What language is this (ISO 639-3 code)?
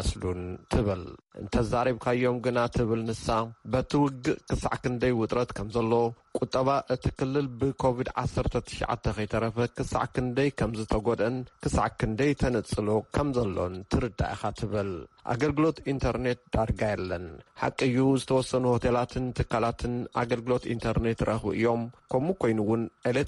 tir